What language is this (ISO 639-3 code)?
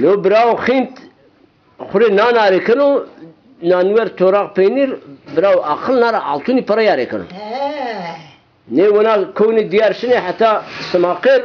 zza